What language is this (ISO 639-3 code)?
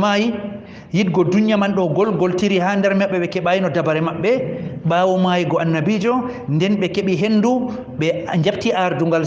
ful